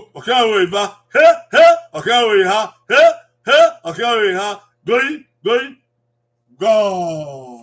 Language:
Bini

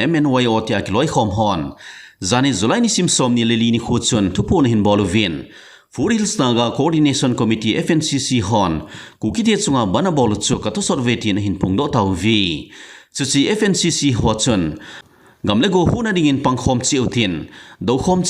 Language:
Thado Chin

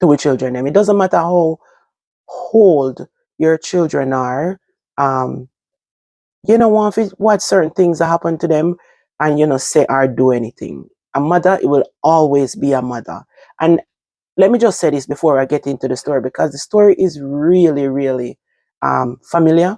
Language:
Jamaican Creole English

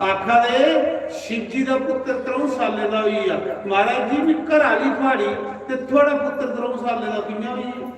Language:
Dogri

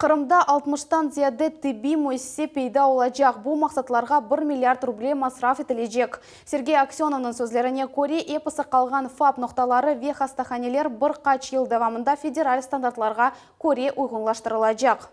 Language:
Crimean Tatar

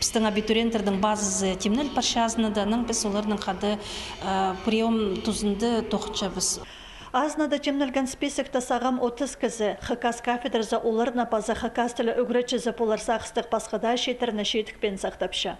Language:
Khakas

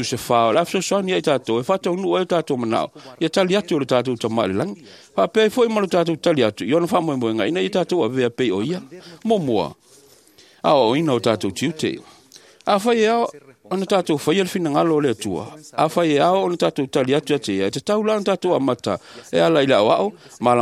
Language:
Samoan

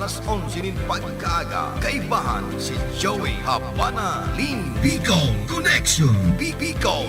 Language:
Bikol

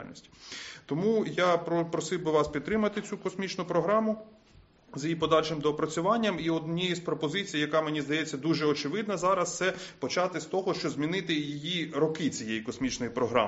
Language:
Ukrainian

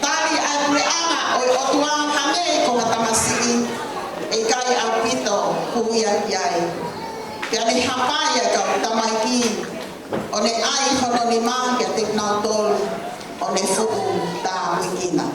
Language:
Tongan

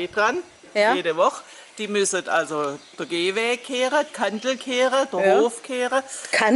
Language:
Swabian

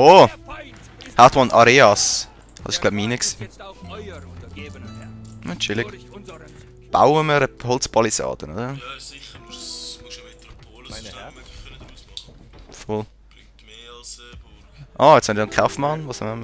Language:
Swiss German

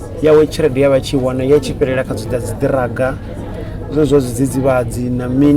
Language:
Venda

